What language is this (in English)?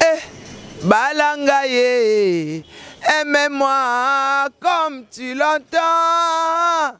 Lingala